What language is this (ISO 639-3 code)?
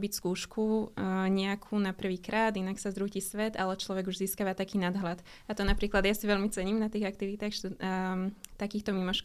slk